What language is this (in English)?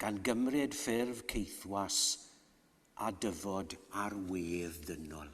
Welsh